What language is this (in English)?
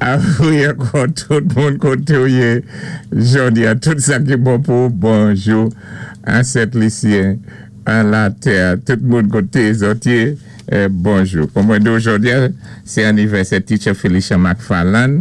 Saint Lucian Creole French